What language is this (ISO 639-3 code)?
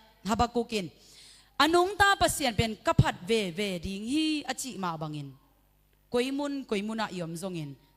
ctd